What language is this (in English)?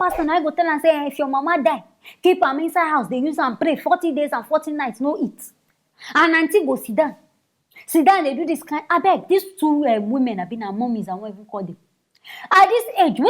Nigerian Pidgin